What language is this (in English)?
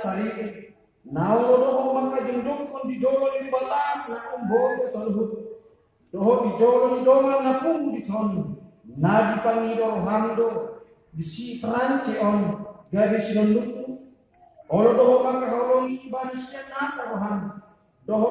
Batak Toba